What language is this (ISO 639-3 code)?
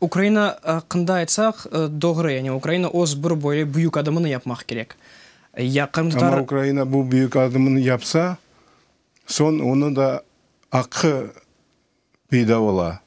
crh